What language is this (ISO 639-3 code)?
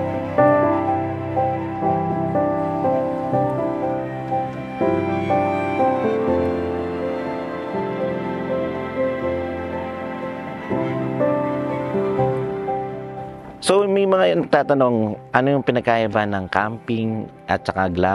fil